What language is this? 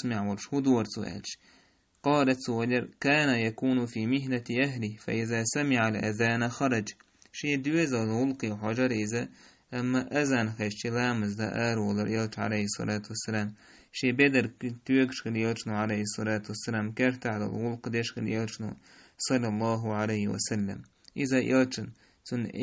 Chechen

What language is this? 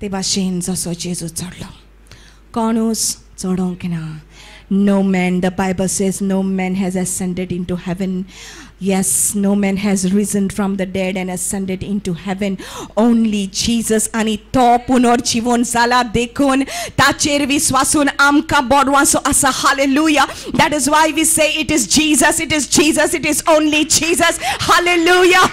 Konkani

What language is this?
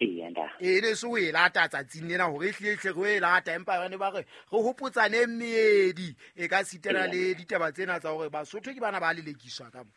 Southern Sotho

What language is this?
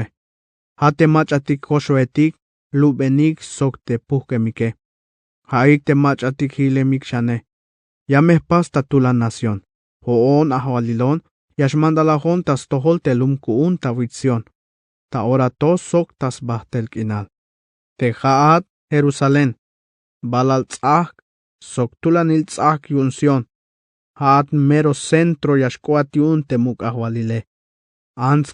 Tzeltal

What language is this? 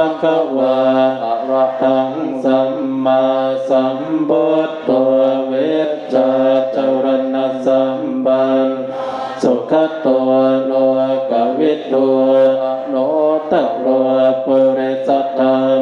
Pali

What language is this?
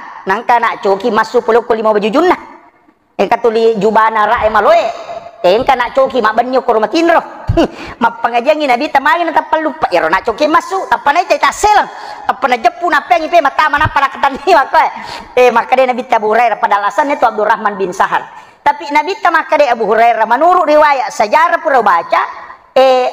Buginese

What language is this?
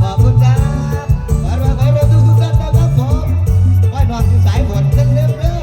Northeastern Thai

